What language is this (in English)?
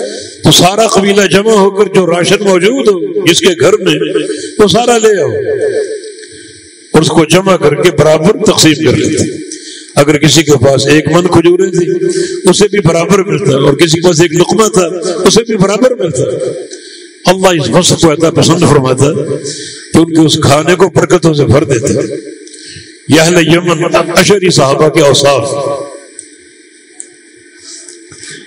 Urdu